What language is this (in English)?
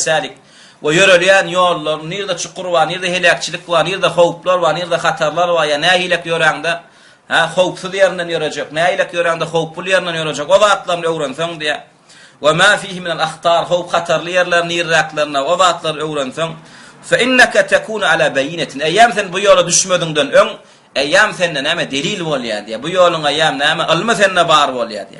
Turkmen